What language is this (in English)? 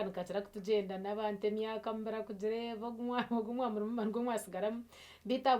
Nyankole